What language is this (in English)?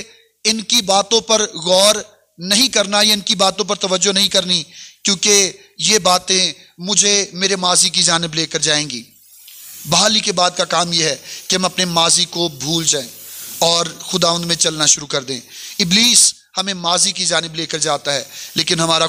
Urdu